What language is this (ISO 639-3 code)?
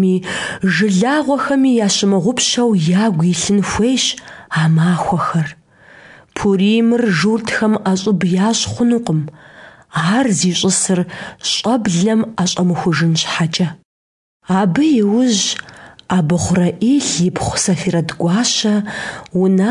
kbd